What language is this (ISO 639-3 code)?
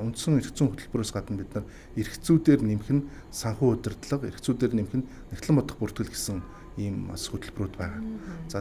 mon